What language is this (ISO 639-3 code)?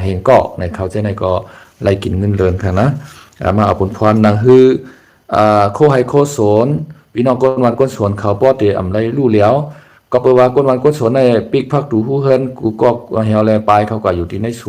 shn